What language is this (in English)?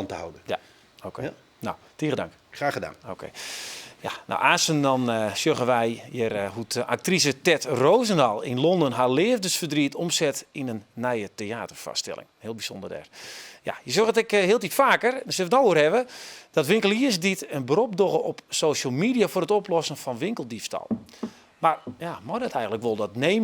Western Frisian